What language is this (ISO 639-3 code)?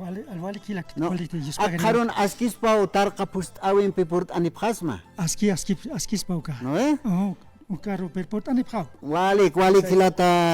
aym